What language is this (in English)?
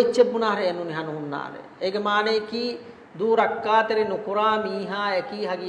Divehi